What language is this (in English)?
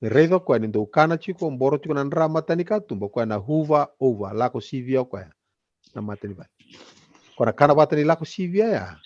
Fijian